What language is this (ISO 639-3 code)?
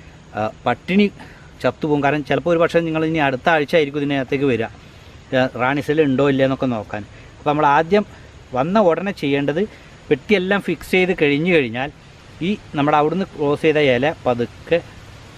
mal